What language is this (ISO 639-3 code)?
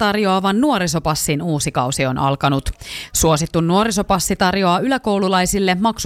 fin